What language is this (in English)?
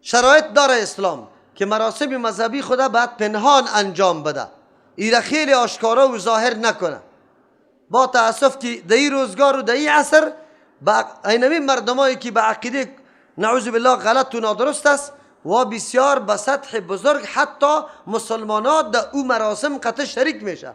Persian